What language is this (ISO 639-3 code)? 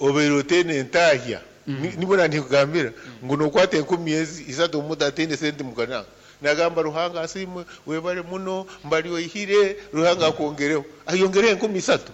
nyn